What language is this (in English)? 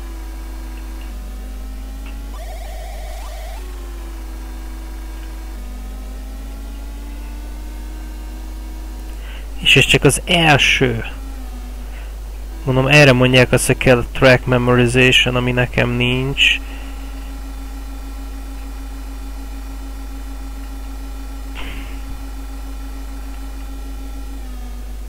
Hungarian